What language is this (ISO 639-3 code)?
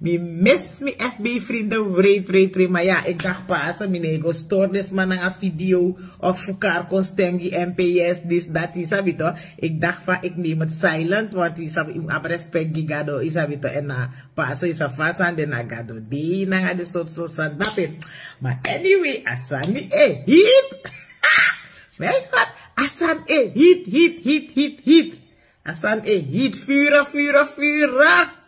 srn